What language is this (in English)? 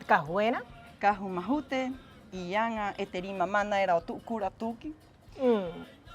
Rapanui